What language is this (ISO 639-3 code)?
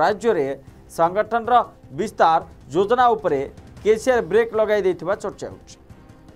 ori